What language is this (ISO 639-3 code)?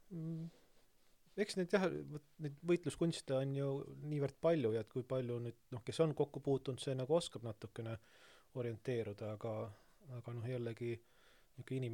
est